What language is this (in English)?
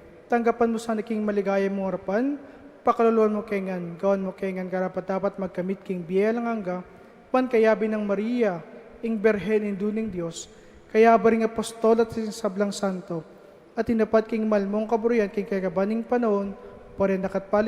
Pampanga